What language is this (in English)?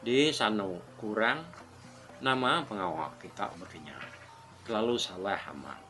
Iban